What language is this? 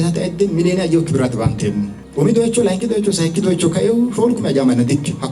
Sidamo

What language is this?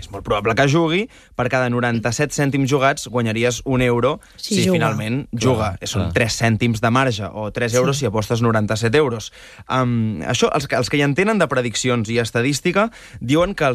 Catalan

